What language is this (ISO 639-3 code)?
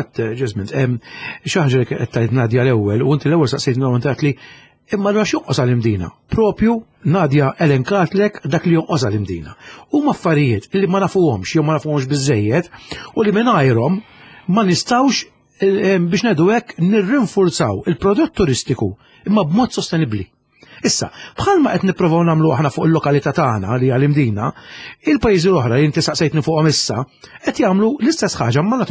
mlt